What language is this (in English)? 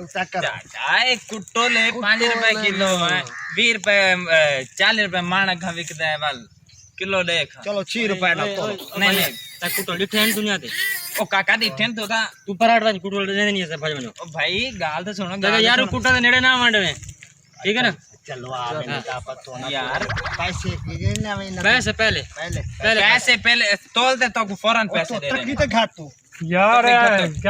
Saraiki